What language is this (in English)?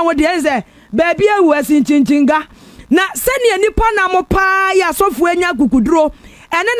Akan